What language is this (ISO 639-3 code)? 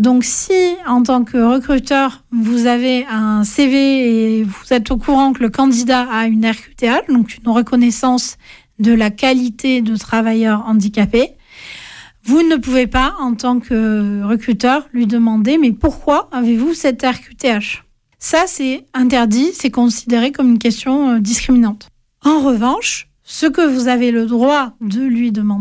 fra